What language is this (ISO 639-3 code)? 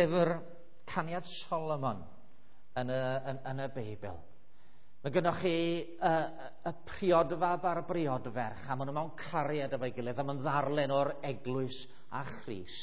cym